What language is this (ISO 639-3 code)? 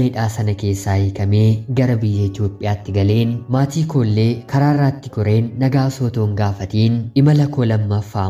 orm